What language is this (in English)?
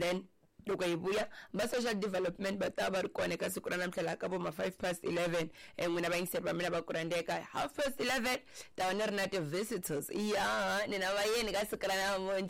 Tsonga